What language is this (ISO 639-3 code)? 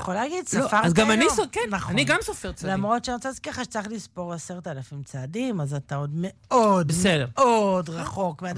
heb